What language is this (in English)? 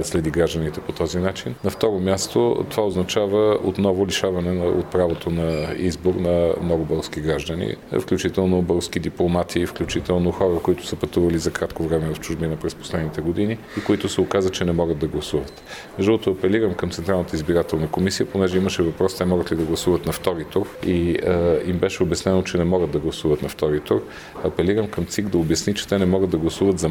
Bulgarian